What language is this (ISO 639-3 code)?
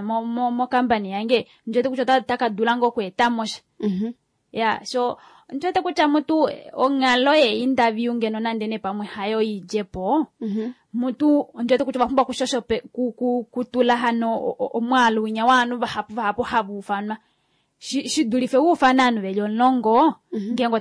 kua